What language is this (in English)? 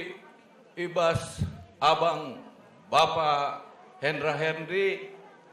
Batak Karo